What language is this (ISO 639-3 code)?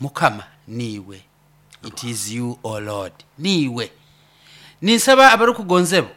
nyo